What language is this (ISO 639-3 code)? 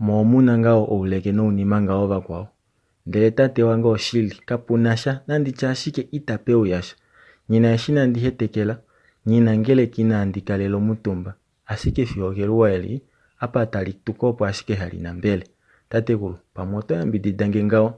kua